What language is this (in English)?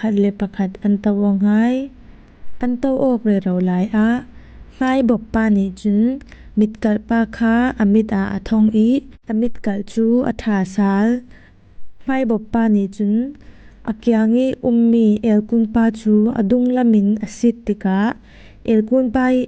Falam Chin